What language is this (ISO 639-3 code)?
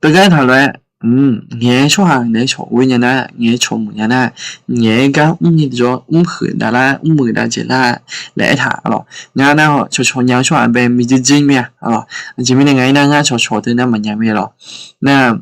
ahk